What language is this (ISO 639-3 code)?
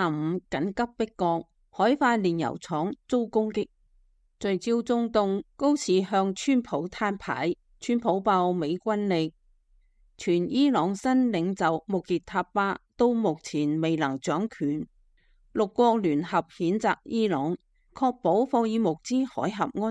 yue